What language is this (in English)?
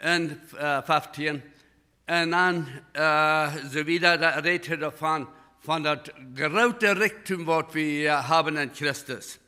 Plautdietsch